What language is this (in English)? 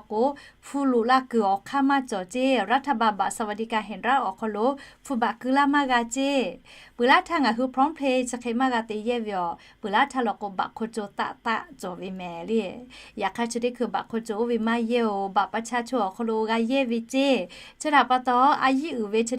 Lahu